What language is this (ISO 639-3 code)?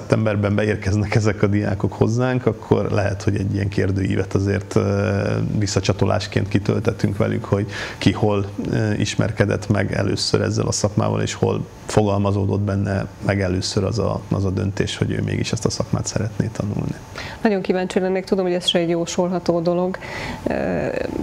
hun